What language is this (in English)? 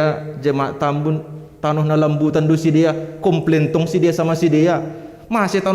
Batak Simalungun